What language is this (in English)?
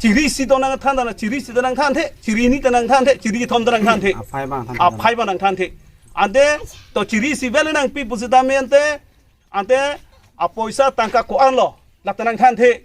Karbi